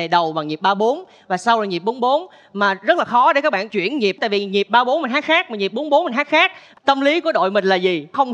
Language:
Vietnamese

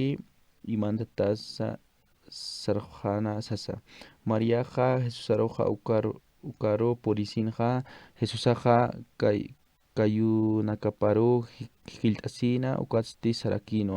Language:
Aymara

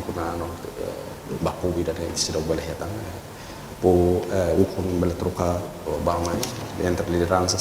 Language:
Tetum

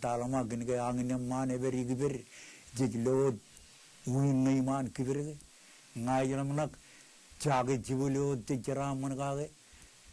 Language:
Marshallese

